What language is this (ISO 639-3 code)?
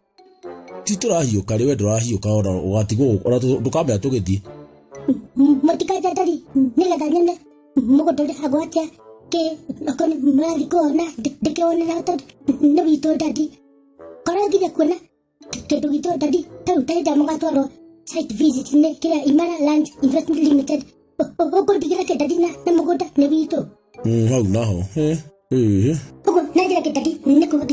kik